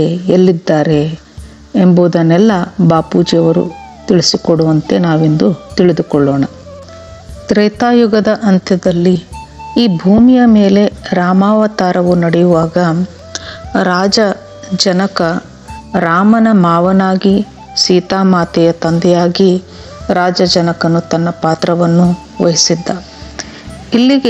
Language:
Kannada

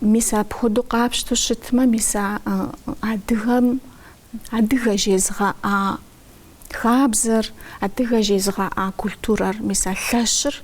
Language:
Kabardian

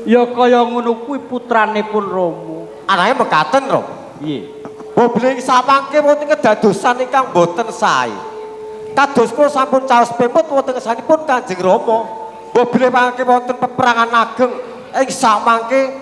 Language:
Javanese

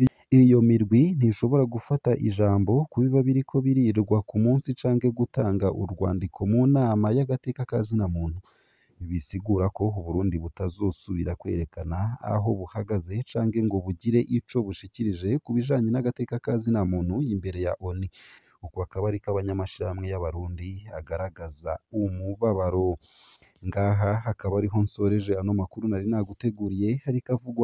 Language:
Rundi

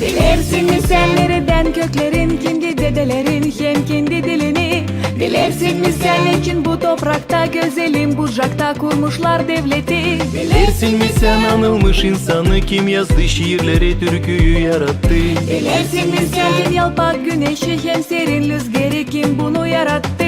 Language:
Gagauz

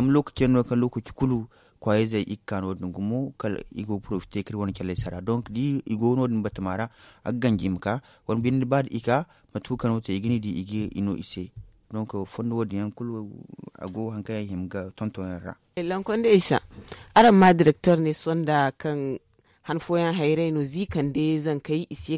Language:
Zarma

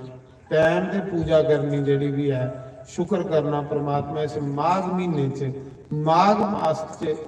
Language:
Dogri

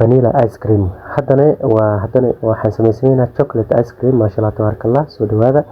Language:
Somali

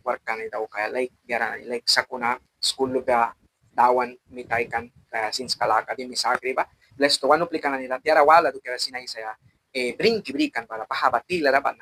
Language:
Mískito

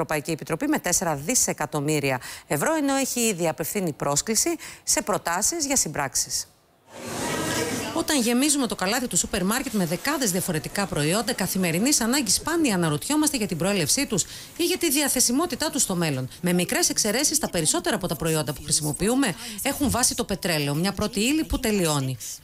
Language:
Greek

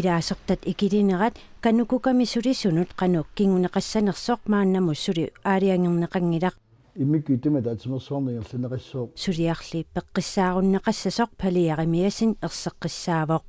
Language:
Kalaallisut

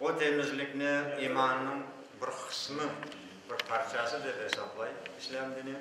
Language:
Crimean Tatar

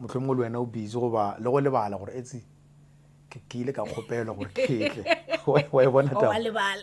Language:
Northern Sotho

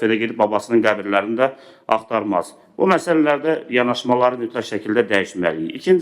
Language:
Azerbaijani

